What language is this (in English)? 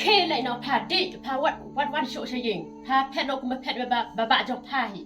Khasi